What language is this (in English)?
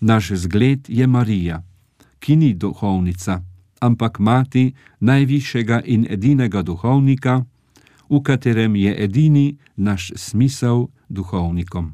Slovenian